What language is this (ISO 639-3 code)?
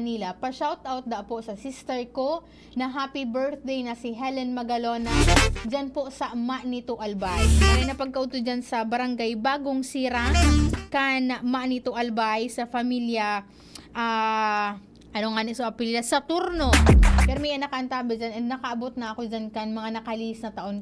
bik